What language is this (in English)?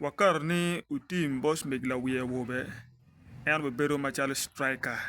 Acoli